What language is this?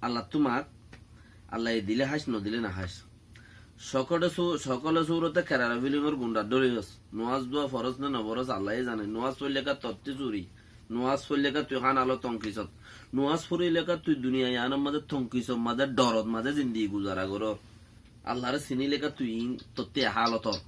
Rohingya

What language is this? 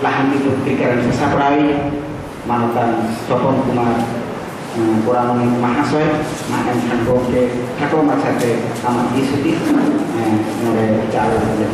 Santali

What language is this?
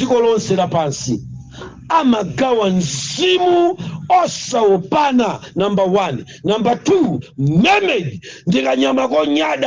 Nyanja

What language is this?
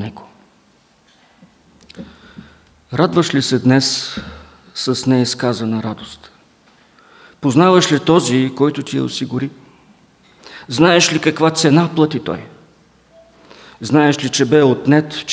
Bulgarian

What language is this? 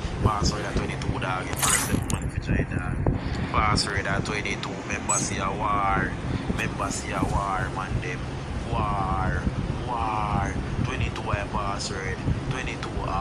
Jamaican Creole English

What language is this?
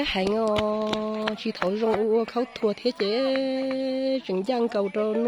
Hmong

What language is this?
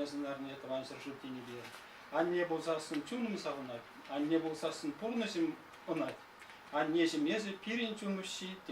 Chuvash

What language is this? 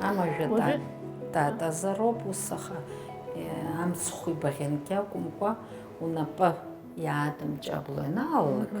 Abkhazian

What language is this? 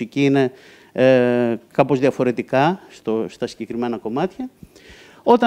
Greek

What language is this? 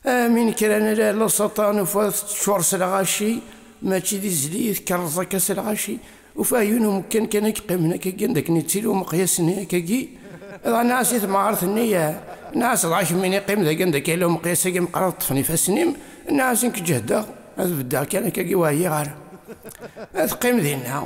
Kabyle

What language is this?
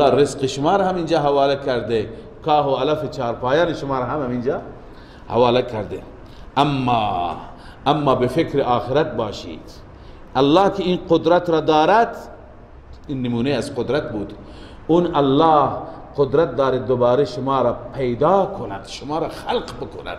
Persian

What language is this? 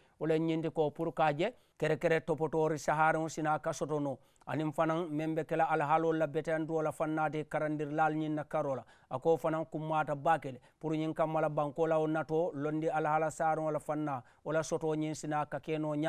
Mandingo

